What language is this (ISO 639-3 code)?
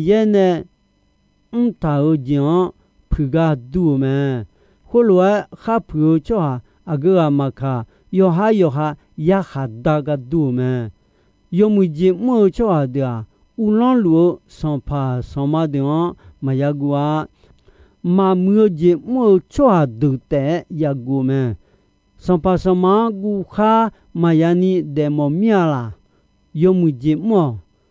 ahk